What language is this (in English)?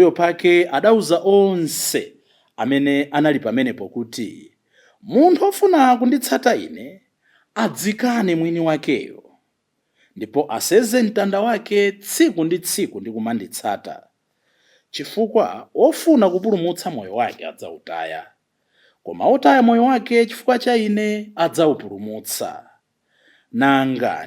Nyanja